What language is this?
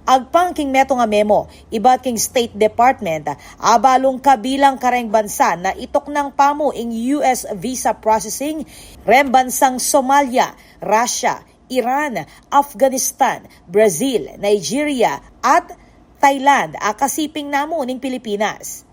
Pampanga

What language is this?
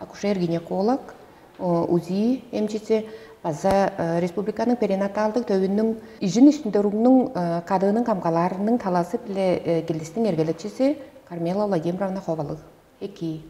Tuvinian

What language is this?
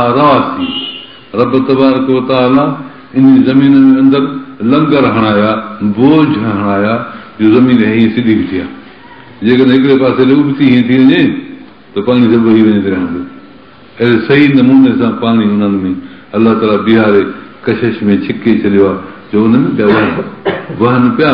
Sindhi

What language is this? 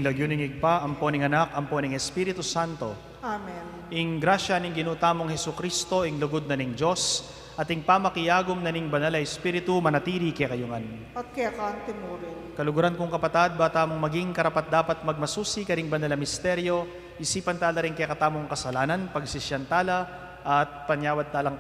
Pampanga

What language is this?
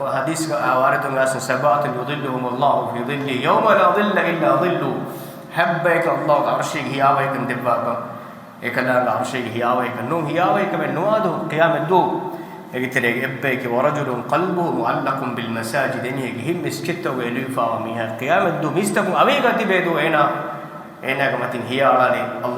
Divehi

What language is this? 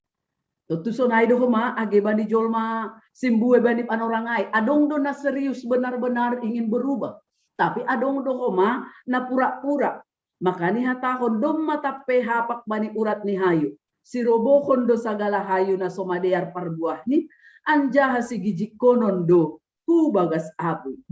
Batak Simalungun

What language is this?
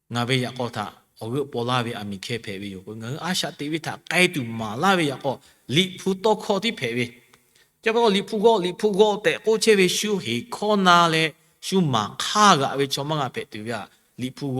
Lahu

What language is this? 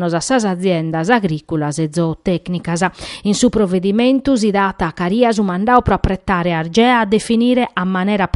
Sardinian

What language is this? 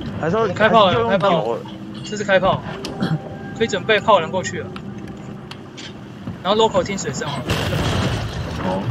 Chinese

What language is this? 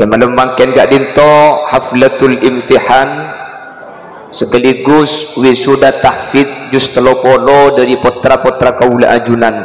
Madurese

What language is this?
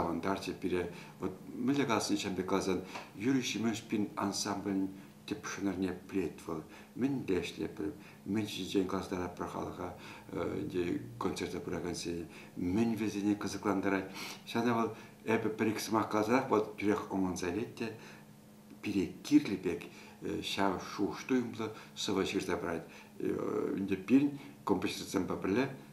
Chuvash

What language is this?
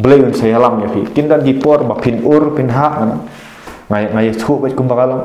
Khasi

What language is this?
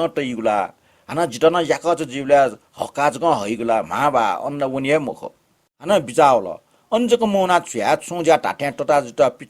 Newari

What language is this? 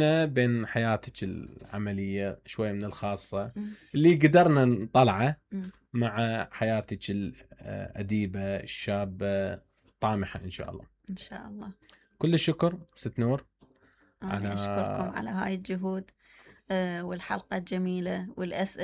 Mesopotamian Arabic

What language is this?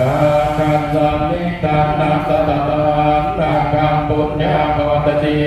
Pali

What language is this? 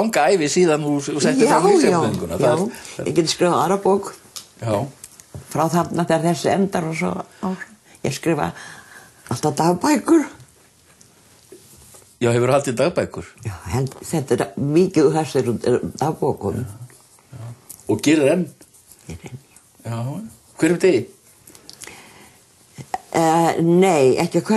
Icelandic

